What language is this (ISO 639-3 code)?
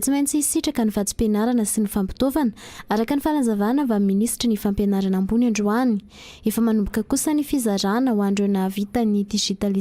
mlg